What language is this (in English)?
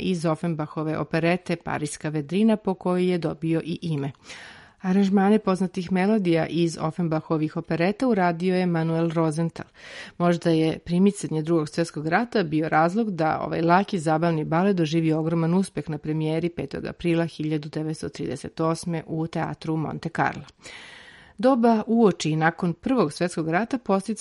Serbian